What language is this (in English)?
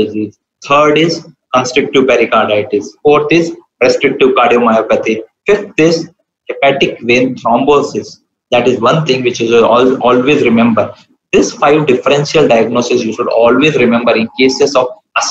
English